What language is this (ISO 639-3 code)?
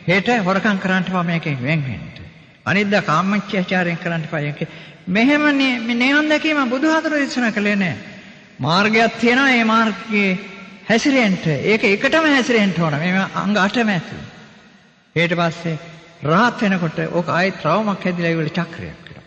sin